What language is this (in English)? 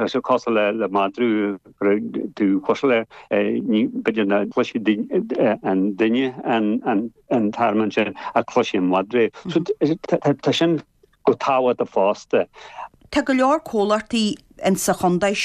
Irish